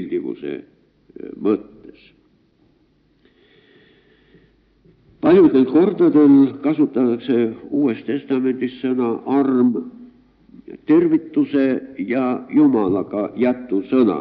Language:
Estonian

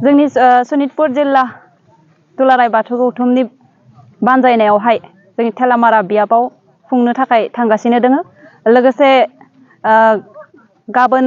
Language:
Bodo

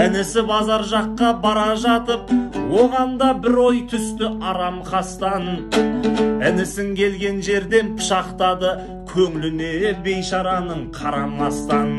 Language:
Kazakh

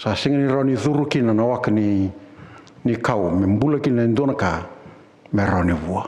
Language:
Fijian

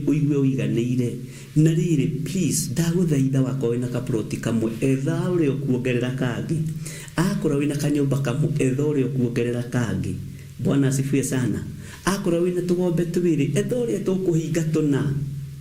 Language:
Kikuyu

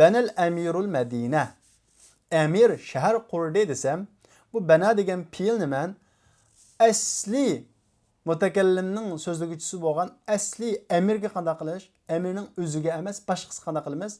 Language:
Uyghur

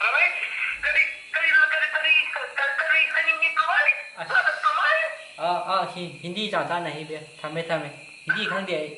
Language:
Manipuri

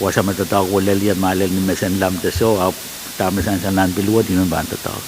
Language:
Pohnpeian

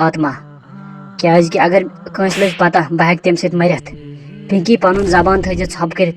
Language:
Kashmiri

